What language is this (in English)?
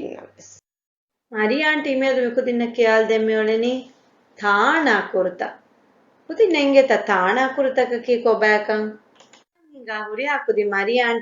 Divehi